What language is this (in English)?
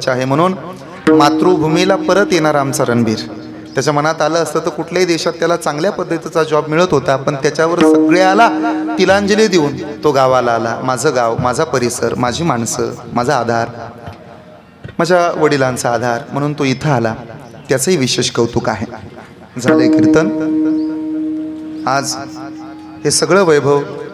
Marathi